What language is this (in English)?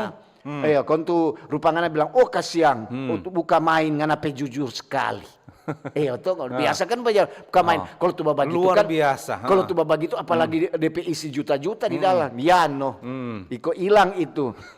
Manado Malay